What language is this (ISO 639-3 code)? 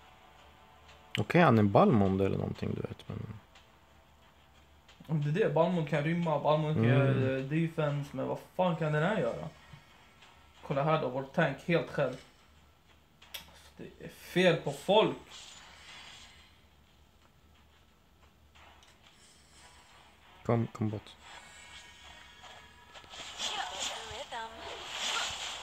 swe